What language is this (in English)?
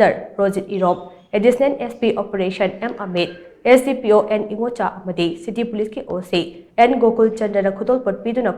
Manipuri